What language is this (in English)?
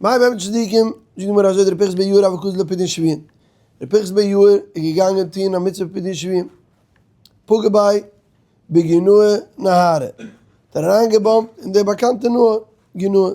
Yiddish